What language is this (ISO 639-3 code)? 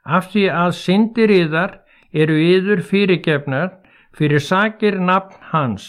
isl